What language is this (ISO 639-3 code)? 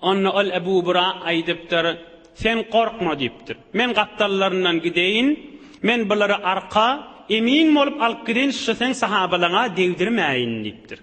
tuk